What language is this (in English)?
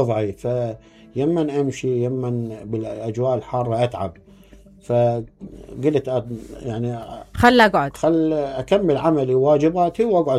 Mesopotamian Arabic